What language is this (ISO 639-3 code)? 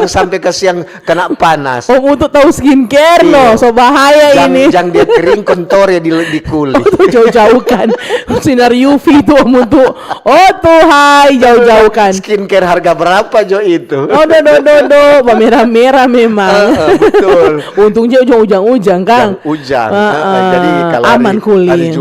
xmm